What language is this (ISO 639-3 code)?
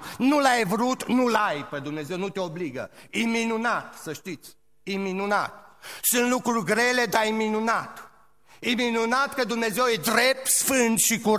ron